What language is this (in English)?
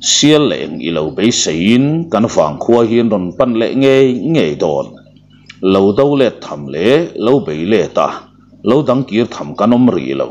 Mizo